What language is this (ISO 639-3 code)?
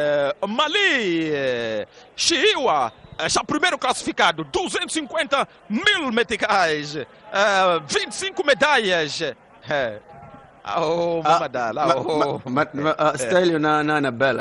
tso